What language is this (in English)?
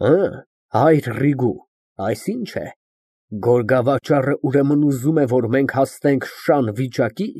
Armenian